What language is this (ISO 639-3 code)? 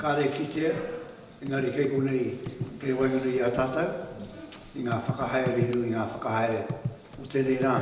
mri